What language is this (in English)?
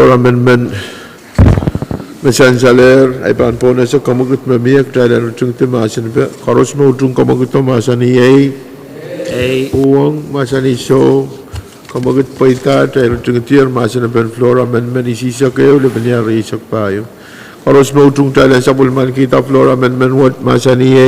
Pohnpeian